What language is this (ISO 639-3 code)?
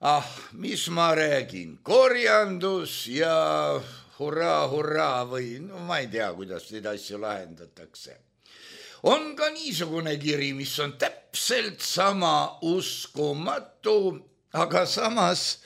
est